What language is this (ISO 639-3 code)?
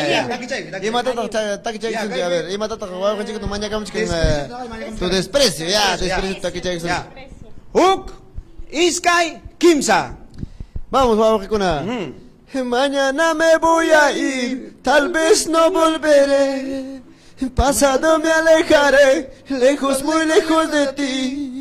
quy